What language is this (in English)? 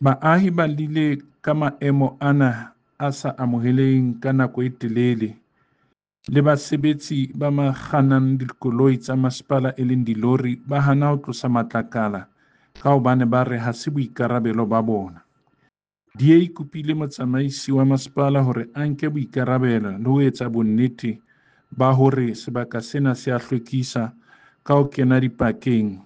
Southern Sotho